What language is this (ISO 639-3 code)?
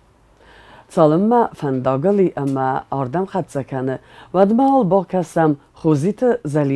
oss